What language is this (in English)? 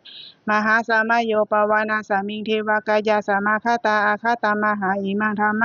Pali